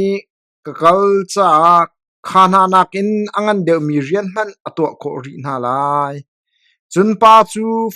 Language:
Hakha Chin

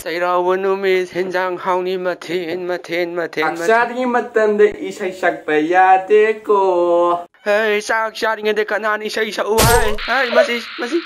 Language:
Manipuri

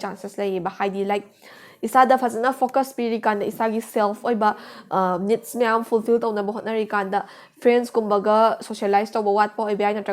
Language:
Manipuri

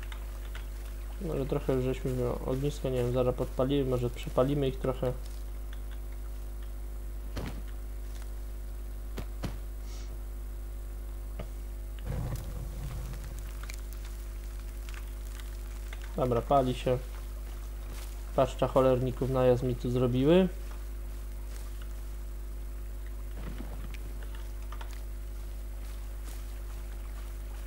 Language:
Polish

